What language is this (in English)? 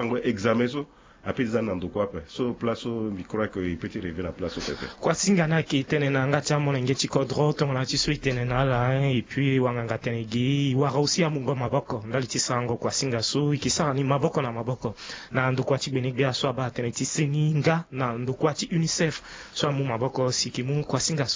Sango